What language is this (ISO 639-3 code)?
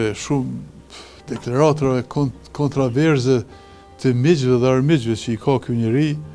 sqi